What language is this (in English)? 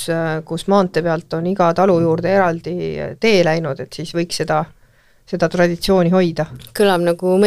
Estonian